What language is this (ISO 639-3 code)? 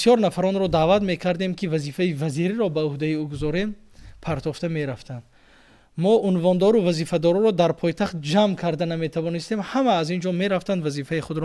tgk